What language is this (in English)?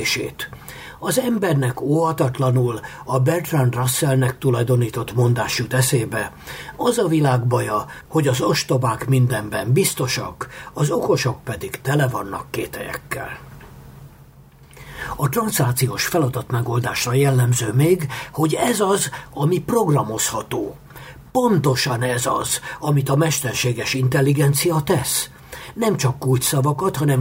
Hungarian